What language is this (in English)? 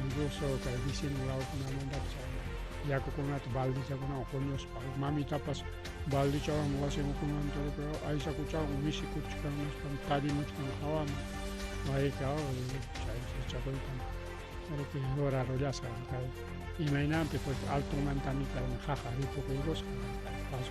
Ayacucho Quechua